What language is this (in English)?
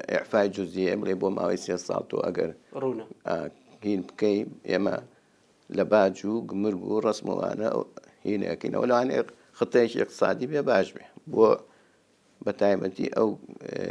Central Kurdish